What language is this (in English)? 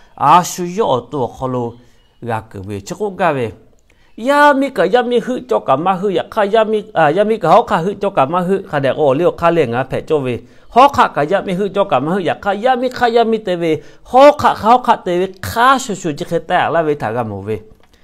Lahu